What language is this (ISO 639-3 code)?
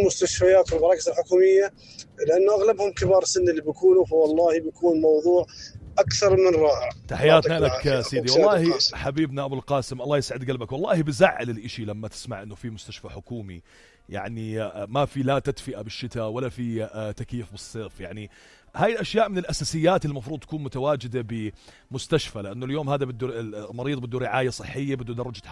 apc